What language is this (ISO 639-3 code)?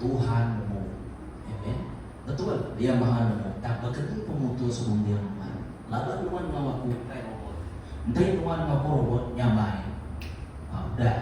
iba